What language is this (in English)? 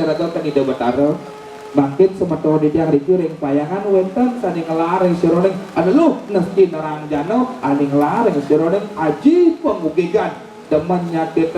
Balinese